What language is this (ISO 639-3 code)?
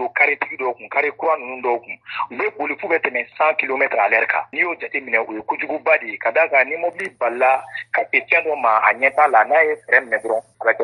bam